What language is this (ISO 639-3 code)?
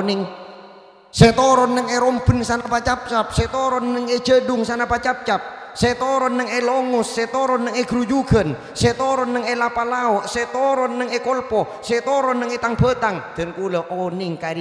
mad